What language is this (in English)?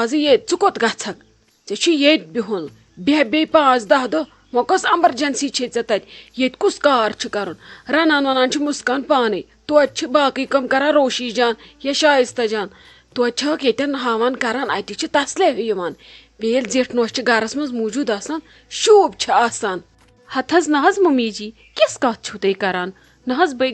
Kashmiri